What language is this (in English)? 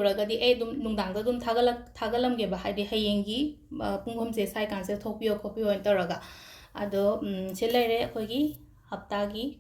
Manipuri